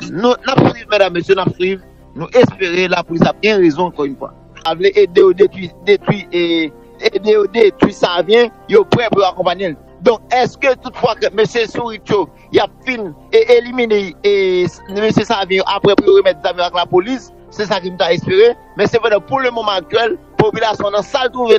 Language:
Haitian Creole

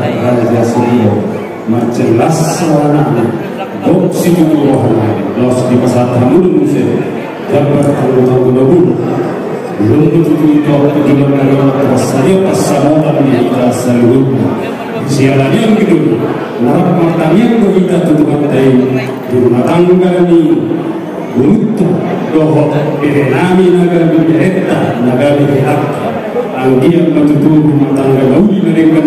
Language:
Batak Toba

